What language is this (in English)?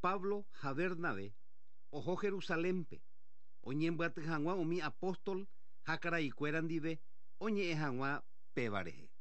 Guarani